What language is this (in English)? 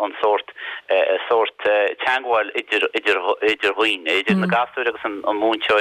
Irish